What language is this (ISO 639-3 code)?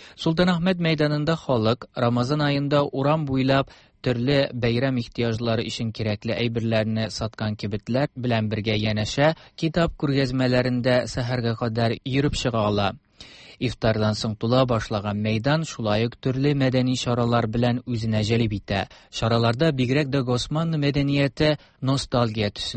tat